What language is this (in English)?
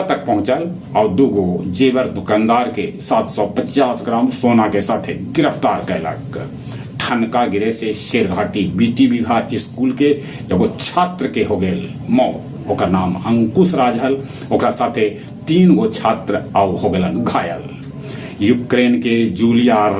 Magahi